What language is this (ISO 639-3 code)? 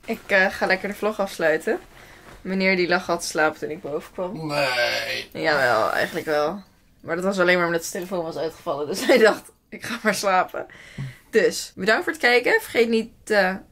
nld